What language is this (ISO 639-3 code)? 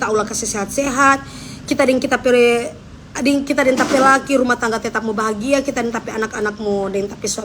xmm